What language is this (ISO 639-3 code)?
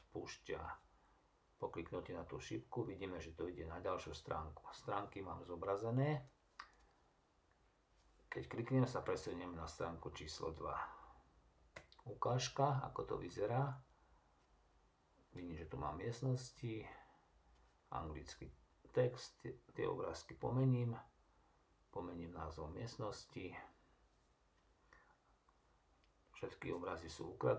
slk